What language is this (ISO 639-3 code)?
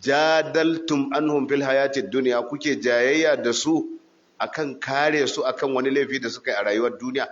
hau